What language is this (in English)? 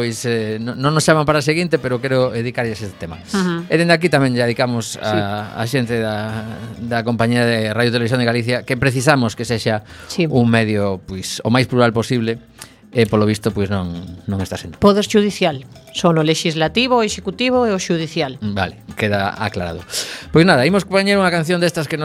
Galician